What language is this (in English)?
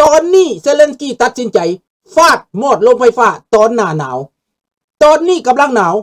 Lao